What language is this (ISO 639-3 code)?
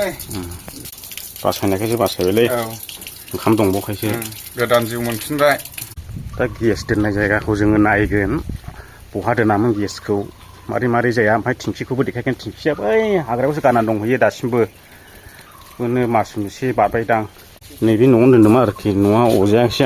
brx